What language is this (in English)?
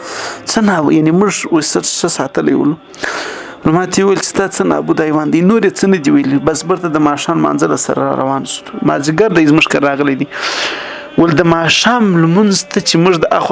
Pashto